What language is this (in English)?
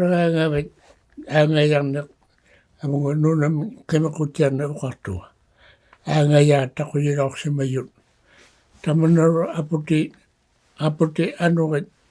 Inuktitut